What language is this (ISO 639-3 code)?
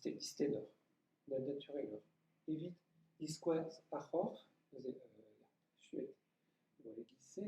bre